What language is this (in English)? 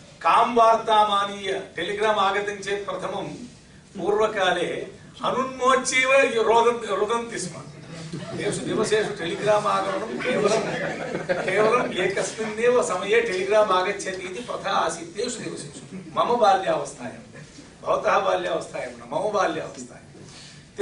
Sanskrit